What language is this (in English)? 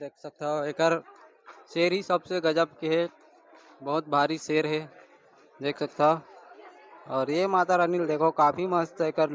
Chhattisgarhi